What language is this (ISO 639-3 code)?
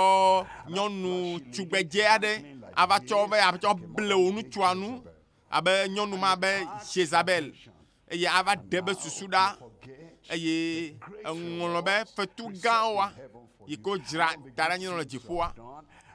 ewe